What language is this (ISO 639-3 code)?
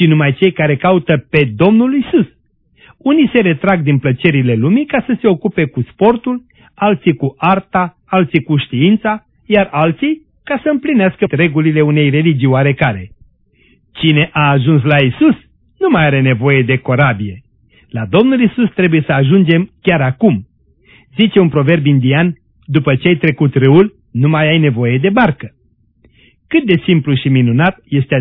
ron